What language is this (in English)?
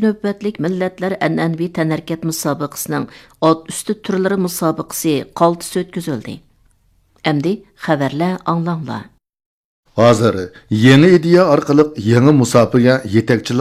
Uyghur